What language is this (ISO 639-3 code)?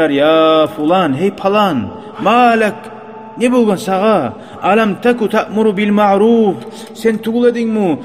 kum